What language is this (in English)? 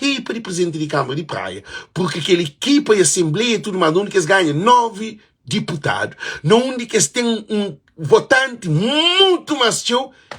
Kabuverdianu